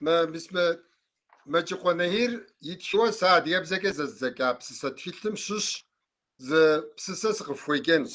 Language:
Kabardian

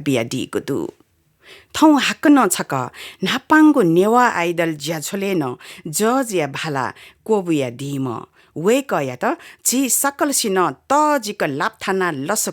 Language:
Newari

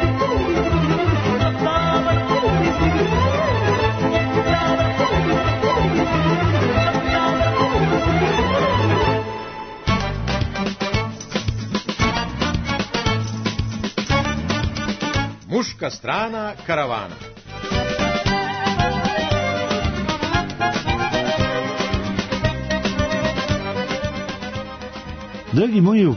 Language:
Serbian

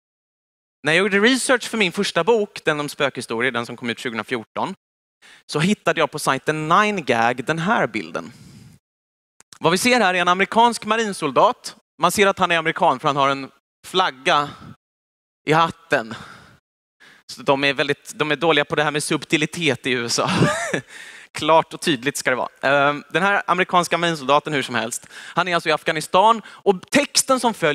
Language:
Swedish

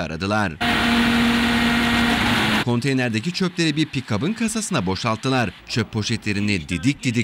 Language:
Turkish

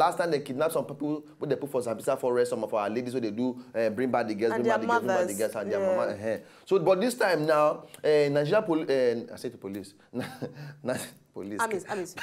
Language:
Nigerian Pidgin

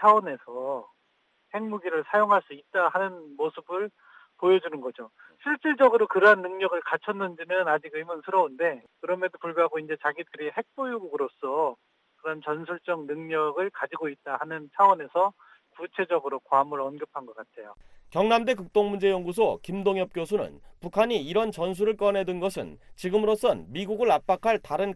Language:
Korean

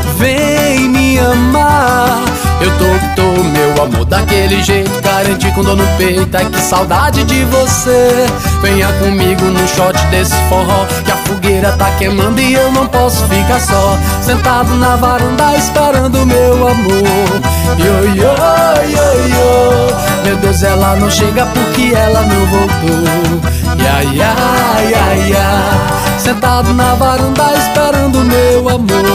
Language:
Portuguese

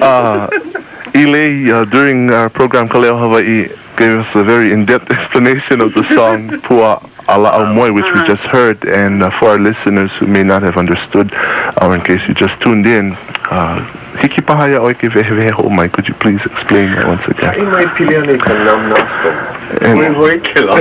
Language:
Hawaiian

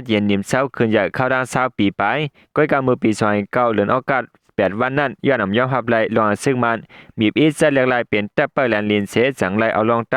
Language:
Shan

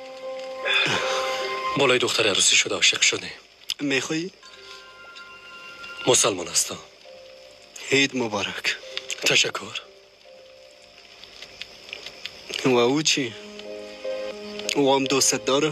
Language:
Persian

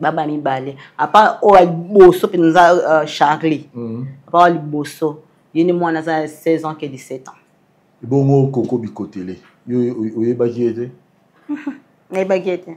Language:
Lingala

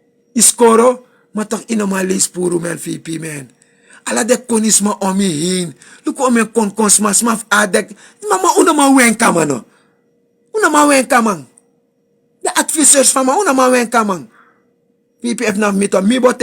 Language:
Sranan Tongo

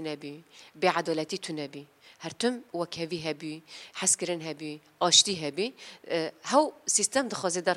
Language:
Kurdish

